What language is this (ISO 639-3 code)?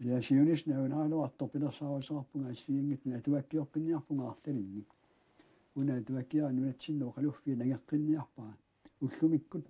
kal